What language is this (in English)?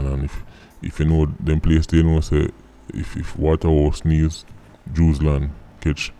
Jamaican Creole English